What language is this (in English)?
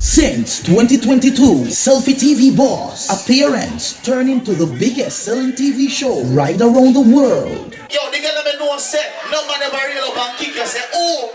Jamaican Creole English